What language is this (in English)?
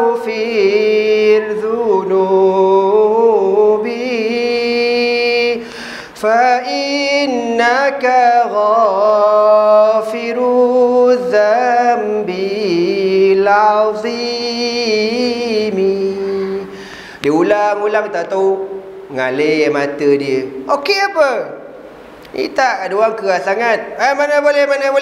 Malay